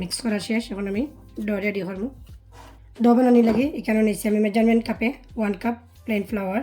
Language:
Sylheti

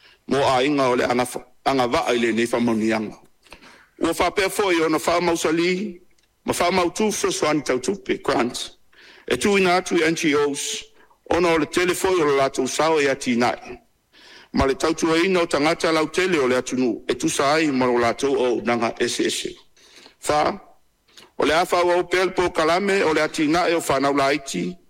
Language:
Samoan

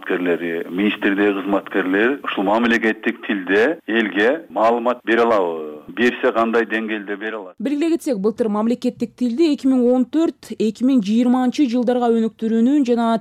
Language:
Kyrgyz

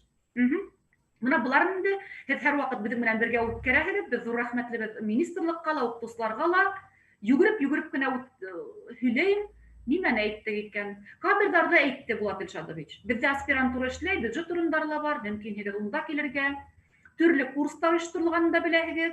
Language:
Bashkir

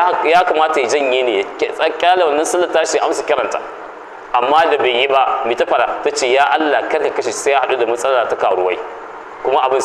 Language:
Hausa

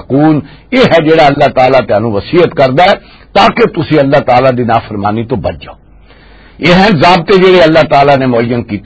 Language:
Western Panjabi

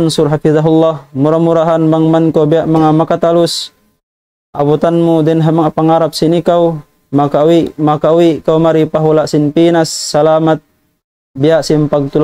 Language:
Tausug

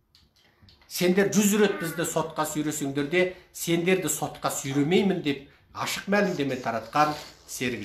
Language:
Kazakh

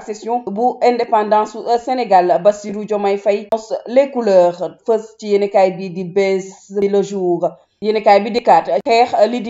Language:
Wolof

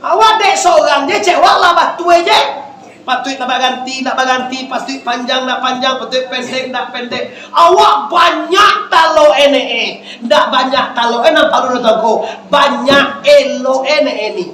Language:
Minangkabau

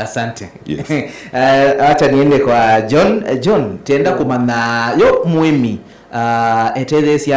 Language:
Kamba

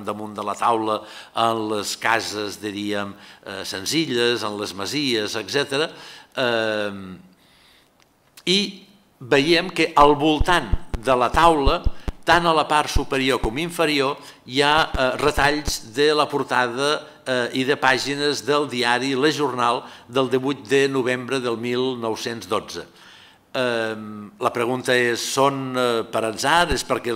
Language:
Catalan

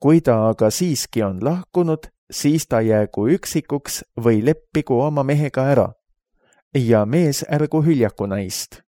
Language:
Estonian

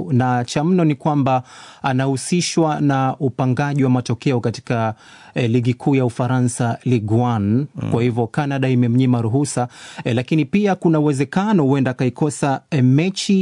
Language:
Swahili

